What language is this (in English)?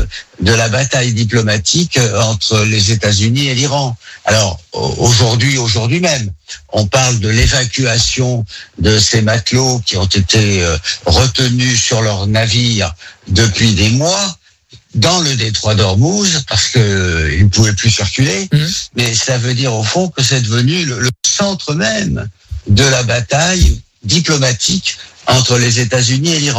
French